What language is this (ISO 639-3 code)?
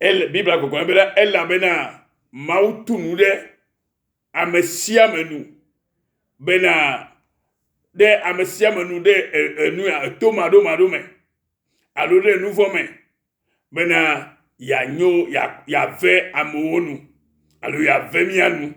ewe